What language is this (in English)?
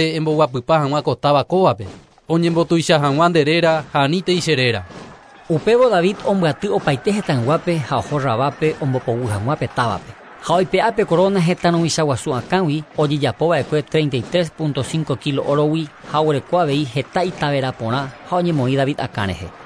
Guarani